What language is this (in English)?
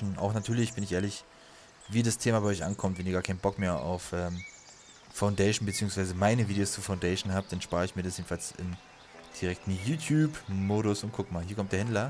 German